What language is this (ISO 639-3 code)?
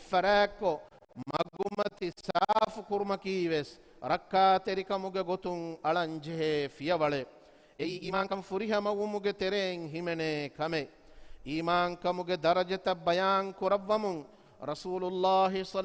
div